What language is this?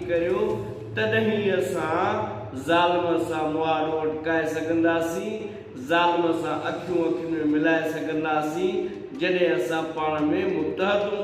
Sindhi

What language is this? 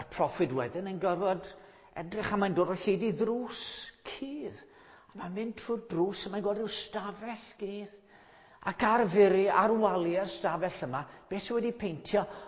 Welsh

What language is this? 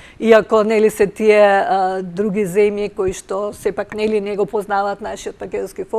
Macedonian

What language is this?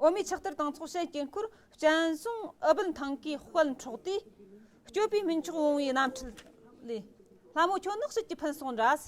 Tibetan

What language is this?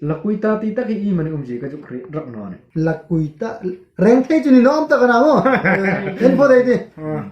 Hmar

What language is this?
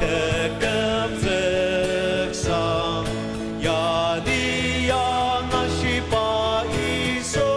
Ao Naga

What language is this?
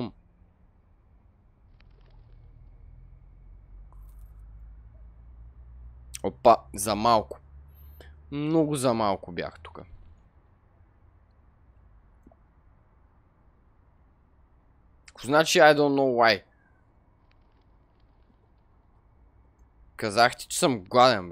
Bulgarian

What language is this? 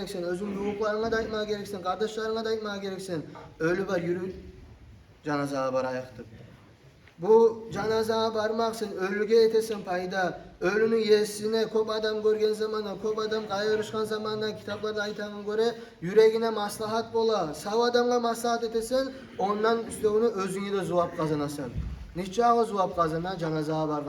Kumyk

